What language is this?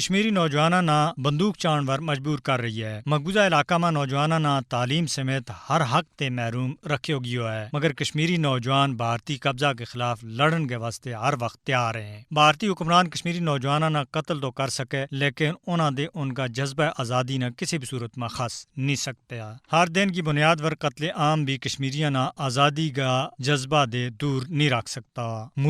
Gujari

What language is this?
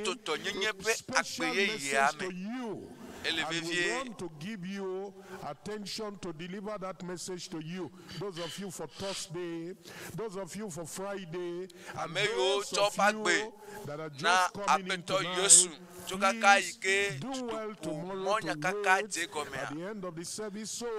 Ewe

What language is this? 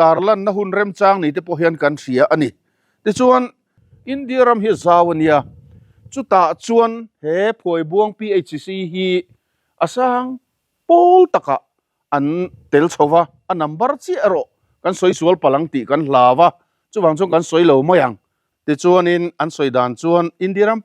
Mizo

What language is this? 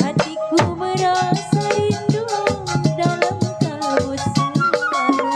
Betawi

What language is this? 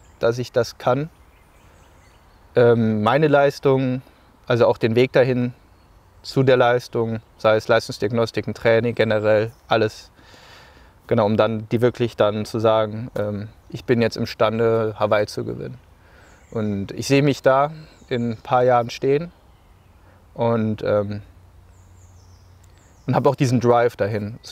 German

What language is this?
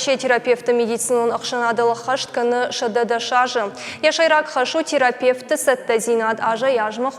Ossetic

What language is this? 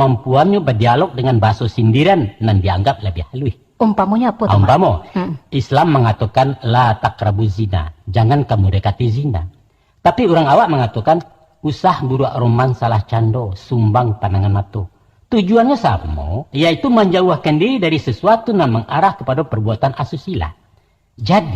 Minangkabau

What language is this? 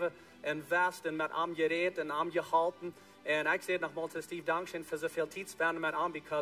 Plautdietsch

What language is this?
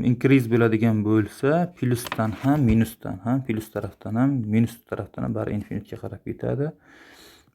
Uzbek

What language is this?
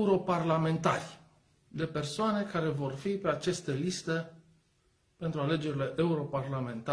Romanian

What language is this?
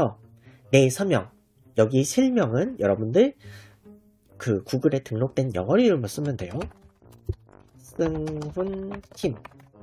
Korean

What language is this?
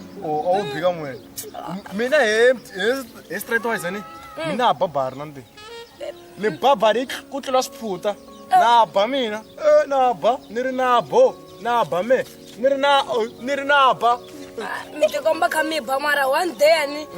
Tsonga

